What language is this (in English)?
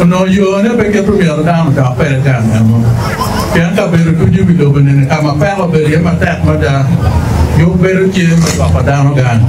Acoli